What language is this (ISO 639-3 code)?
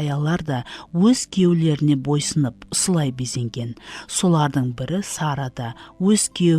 kaa